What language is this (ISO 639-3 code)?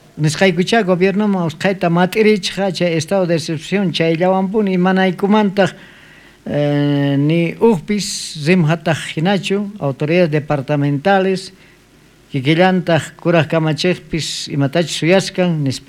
quh